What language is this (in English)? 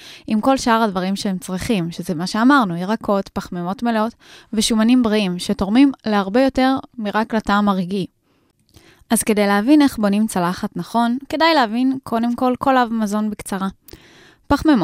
Hebrew